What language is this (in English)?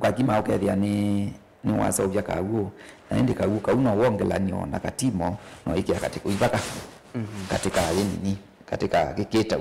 Kamba